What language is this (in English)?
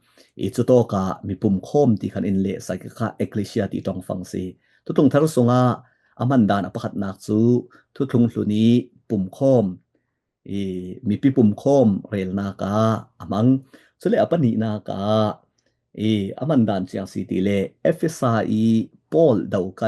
Falam Chin